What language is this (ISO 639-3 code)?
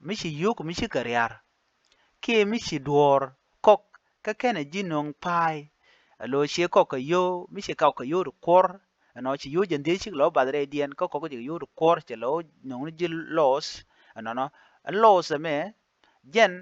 nus